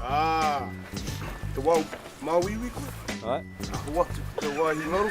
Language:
Māori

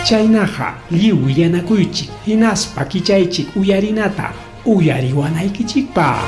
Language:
Ayacucho Quechua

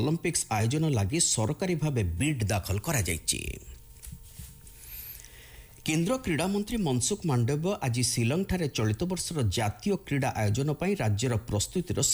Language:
Odia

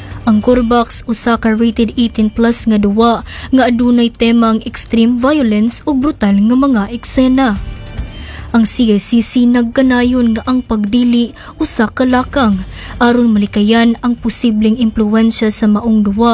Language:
Cebuano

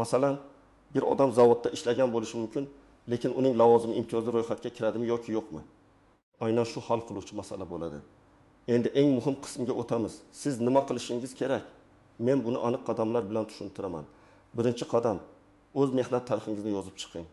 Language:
Uzbek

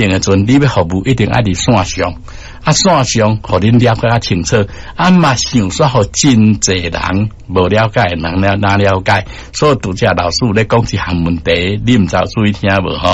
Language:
Min Nan Chinese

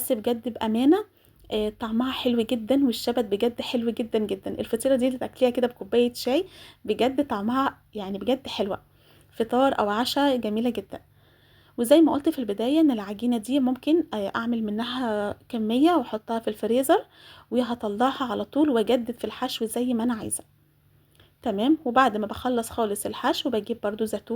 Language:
Egyptian Arabic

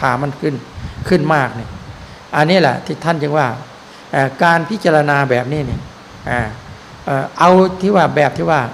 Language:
Thai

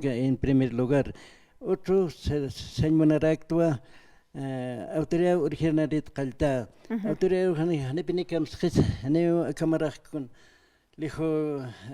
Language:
Aymara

